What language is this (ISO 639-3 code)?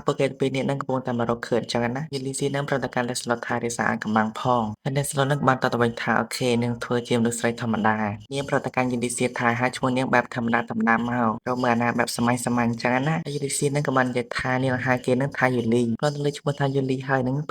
khm